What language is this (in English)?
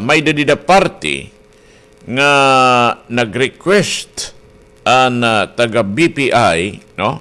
Waray